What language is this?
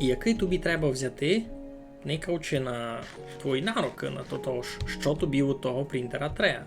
Rusyn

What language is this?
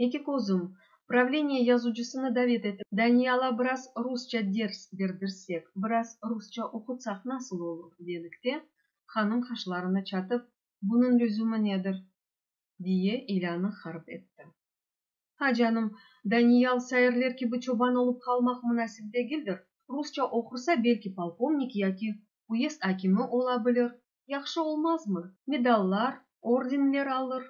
Crimean Tatar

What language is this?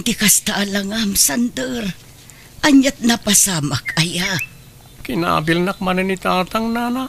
Iloko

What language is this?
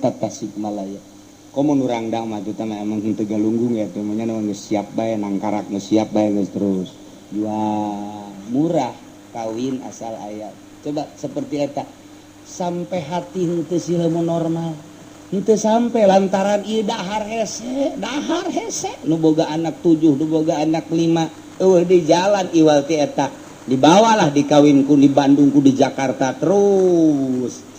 Sundanese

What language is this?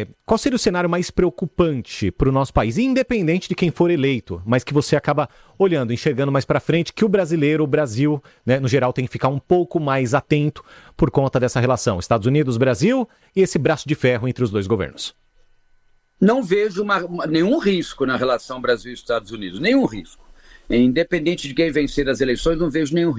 Portuguese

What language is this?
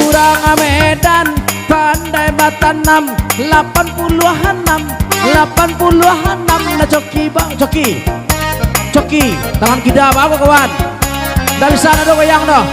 Minangkabau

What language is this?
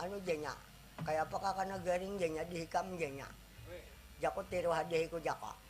Banjar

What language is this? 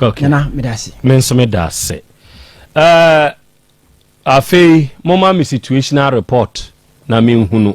Akan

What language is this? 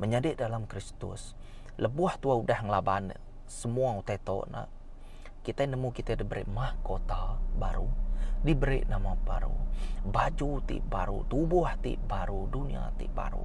Iban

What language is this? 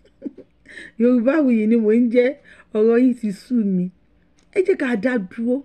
Yoruba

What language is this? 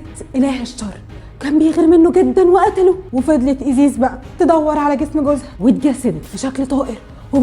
Egyptian Arabic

